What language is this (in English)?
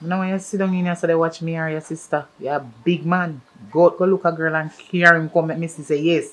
Jamaican Creole English